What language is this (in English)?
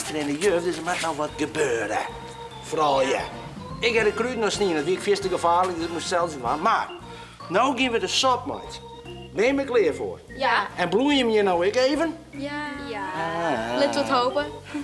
Western Frisian